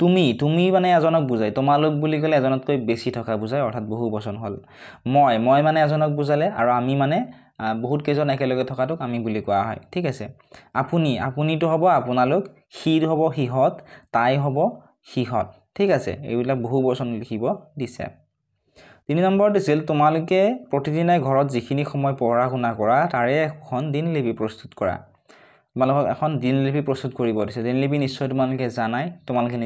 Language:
Assamese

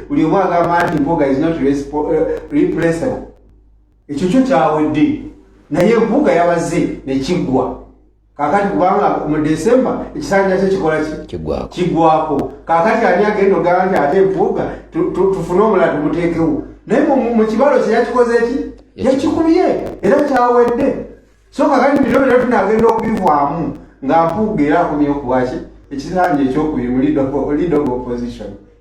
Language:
Ganda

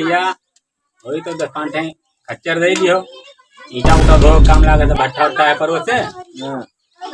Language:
Awadhi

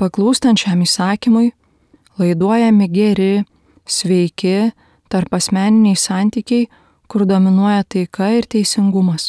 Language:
Lithuanian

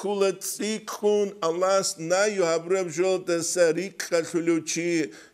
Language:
Avaric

